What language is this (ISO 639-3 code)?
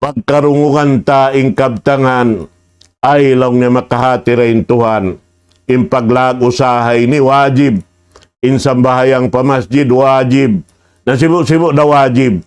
tsg